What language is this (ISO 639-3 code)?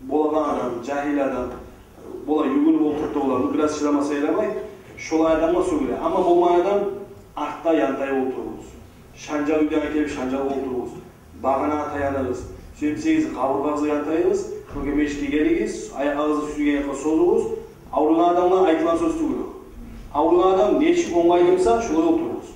kum